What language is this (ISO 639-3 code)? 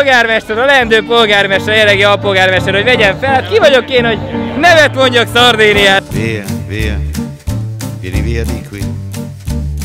hun